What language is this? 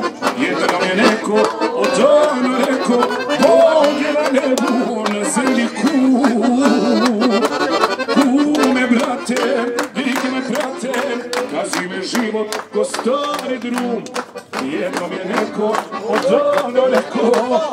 Serbian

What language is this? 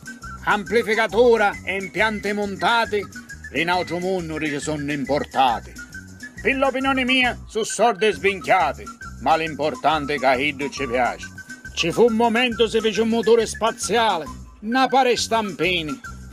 Sicilian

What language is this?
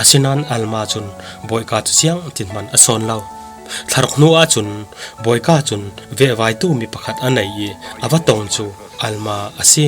Falam Chin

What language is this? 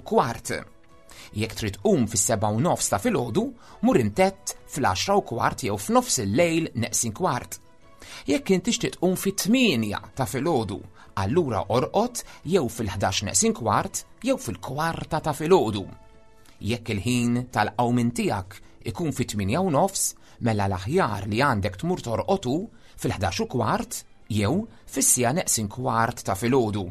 Maltese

